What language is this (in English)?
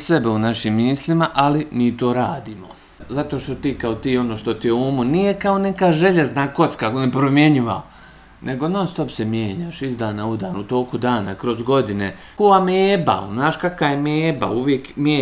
Bosnian